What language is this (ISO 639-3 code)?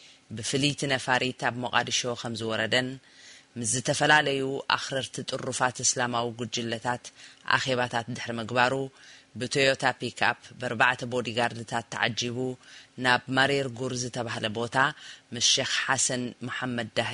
tir